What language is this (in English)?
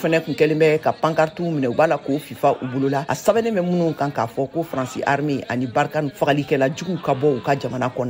Bambara